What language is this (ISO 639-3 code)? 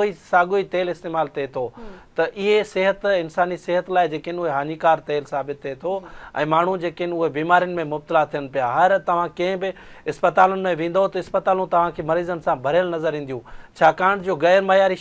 snd